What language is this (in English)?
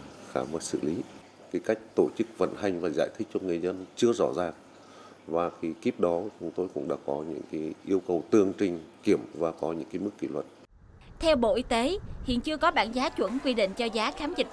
Vietnamese